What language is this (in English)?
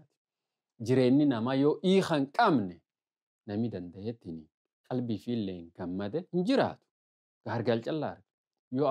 Oromo